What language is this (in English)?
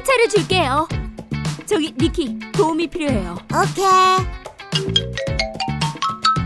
Korean